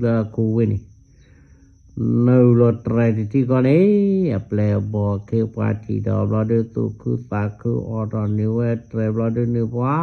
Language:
S'gaw Karen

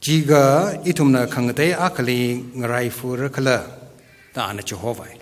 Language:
Tangkhul Naga (India)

